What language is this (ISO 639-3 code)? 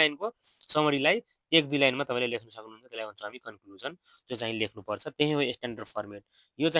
nep